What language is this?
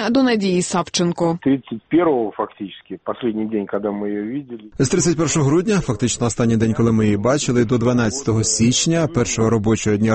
Ukrainian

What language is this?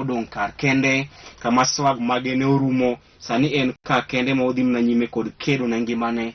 Luo (Kenya and Tanzania)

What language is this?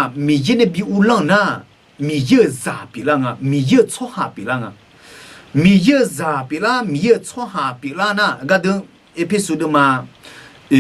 Akha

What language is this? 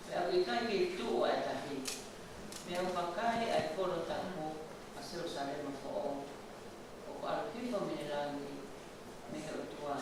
Tongan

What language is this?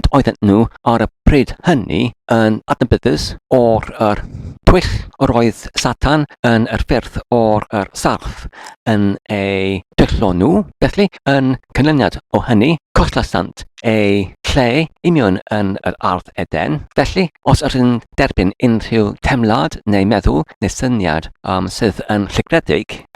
Welsh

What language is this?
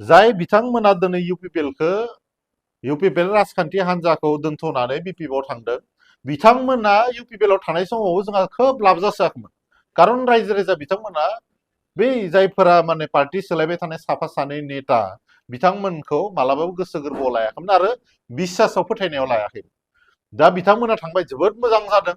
Bodo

